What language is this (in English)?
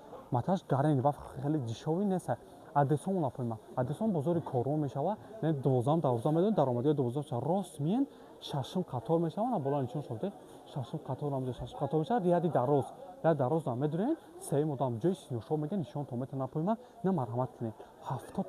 Tajik